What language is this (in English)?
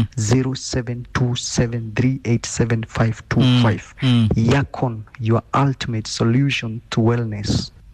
Kikuyu